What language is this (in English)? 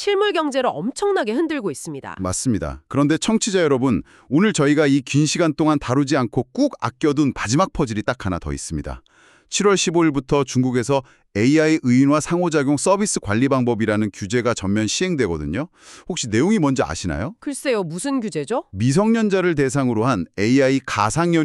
Korean